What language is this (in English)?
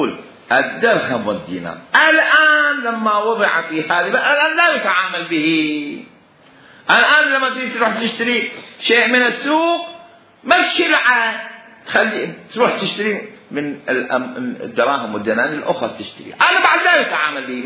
Mesopotamian Arabic